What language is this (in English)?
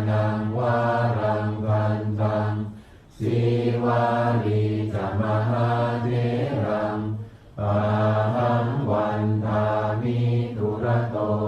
Pali